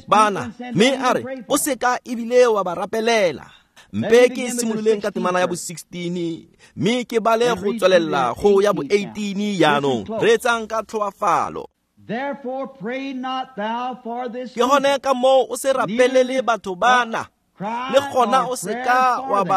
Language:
Tswana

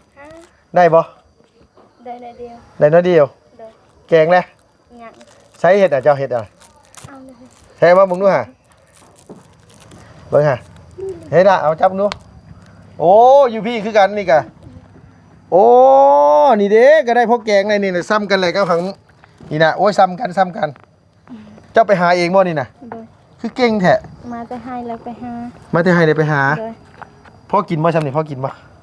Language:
Lao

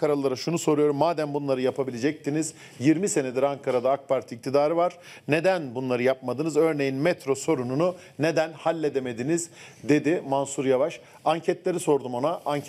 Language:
Turkish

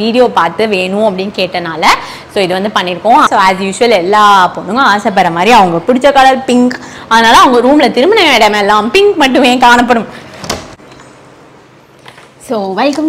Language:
Tamil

